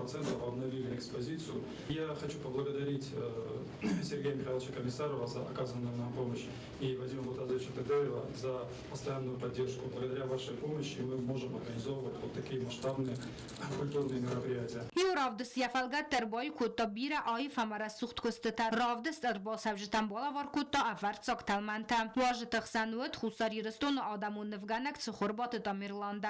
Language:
Ossetic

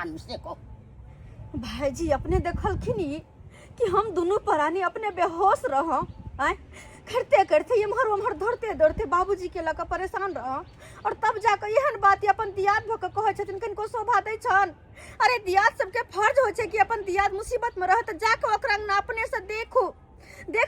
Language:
Maithili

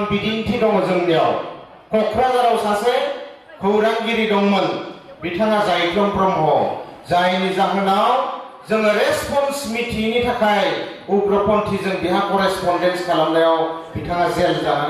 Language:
Bodo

